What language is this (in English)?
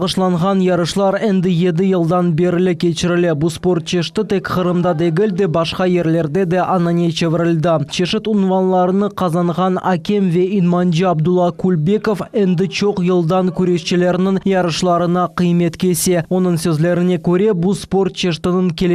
Crimean Tatar